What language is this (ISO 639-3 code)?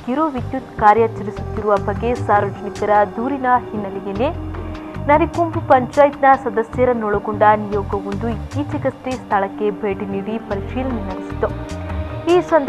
kan